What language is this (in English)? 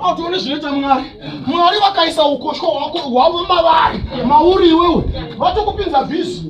Shona